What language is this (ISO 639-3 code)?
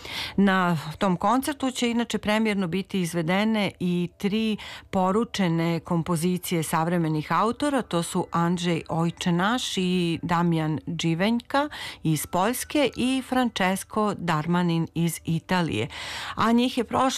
srp